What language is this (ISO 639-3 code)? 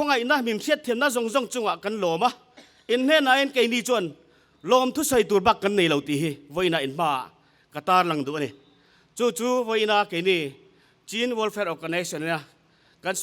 lus